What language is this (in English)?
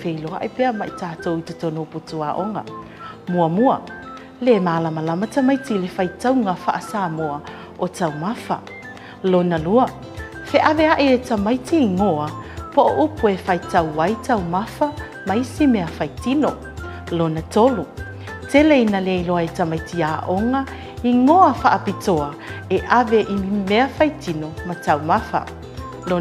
Samoan